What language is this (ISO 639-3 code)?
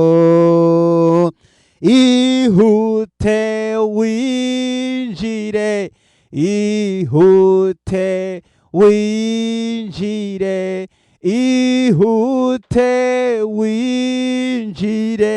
run